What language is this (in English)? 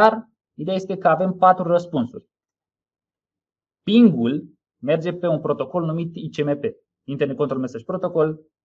Romanian